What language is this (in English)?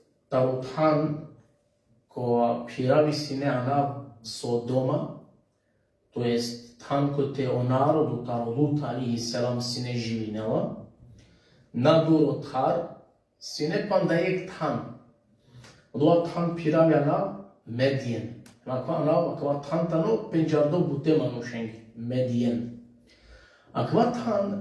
Balkan Romani